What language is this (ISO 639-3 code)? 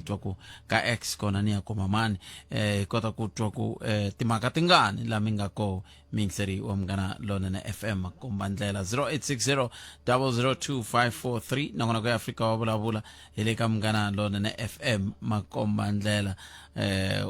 tso